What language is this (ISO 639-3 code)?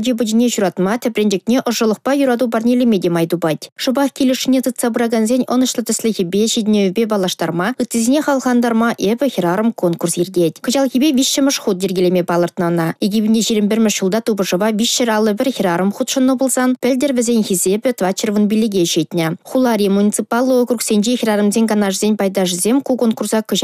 chv